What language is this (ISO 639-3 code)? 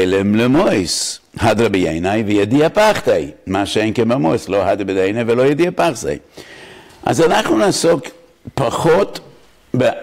heb